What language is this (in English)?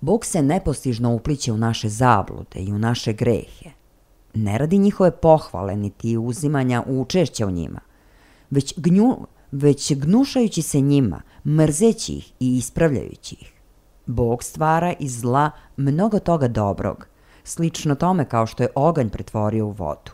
Serbian